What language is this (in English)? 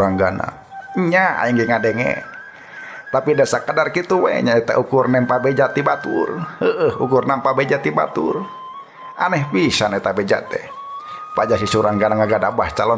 Sundanese